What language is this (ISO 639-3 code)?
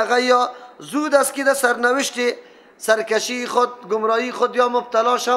fas